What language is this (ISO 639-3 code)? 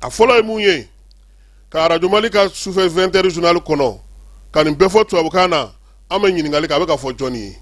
bam